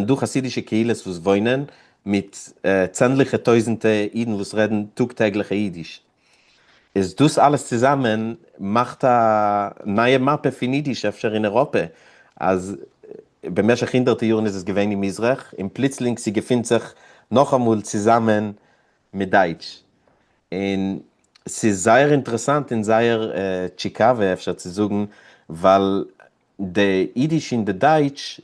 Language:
Yiddish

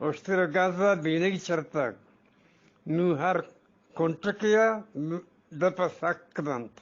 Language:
Eastern Balochi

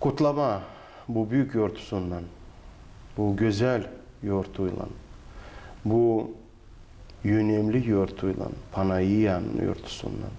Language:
Gagauz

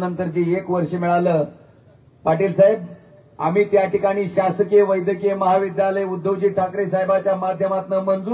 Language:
Marathi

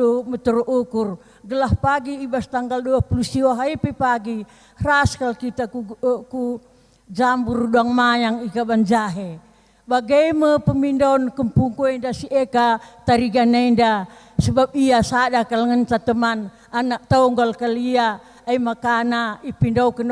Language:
Batak Karo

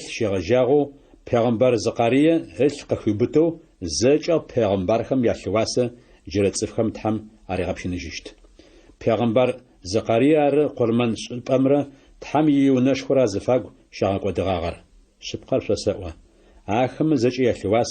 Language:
Adyghe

